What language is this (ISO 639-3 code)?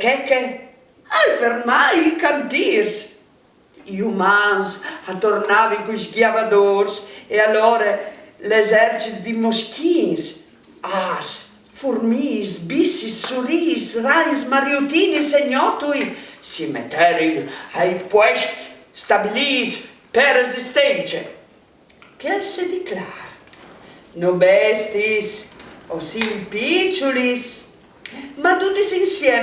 fur